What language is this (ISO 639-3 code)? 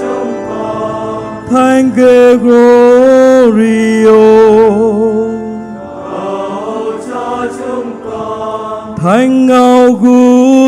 vie